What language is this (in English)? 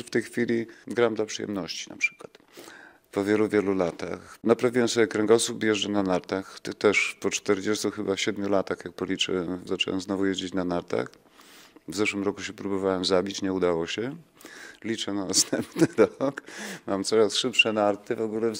Polish